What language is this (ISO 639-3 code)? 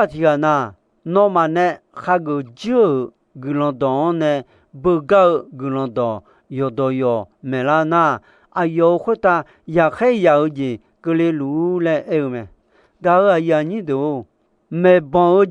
ahk